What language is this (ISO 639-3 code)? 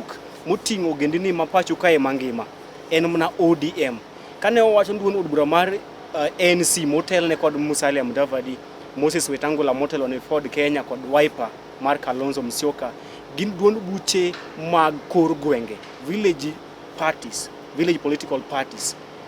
luo